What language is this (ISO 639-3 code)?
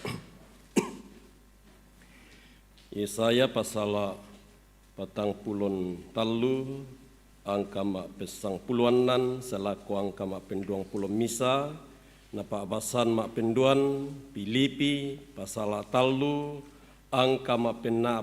sda